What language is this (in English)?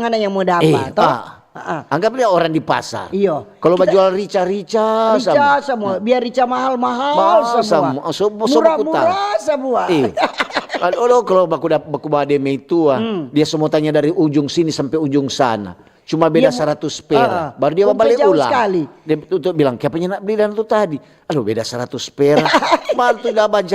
Manado Malay